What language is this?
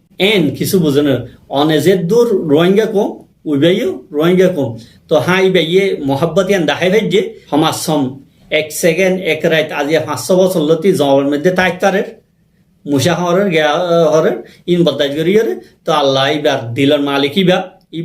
Rohingya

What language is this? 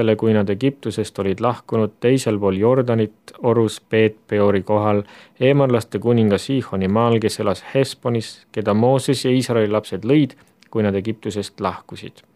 Estonian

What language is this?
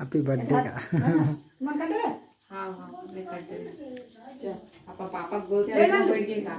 Chhattisgarhi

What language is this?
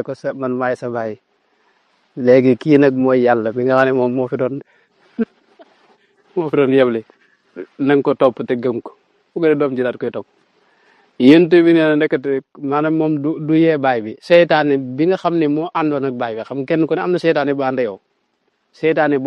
Wolof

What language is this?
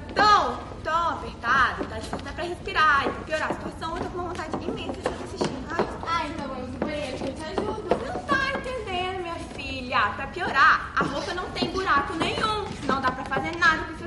Portuguese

